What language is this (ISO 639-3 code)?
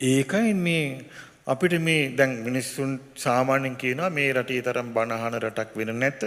sin